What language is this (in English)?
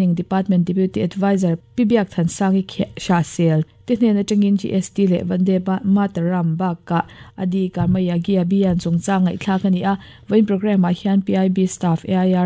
Mizo